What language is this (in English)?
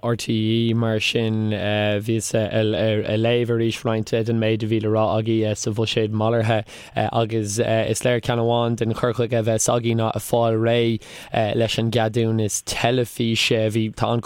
Irish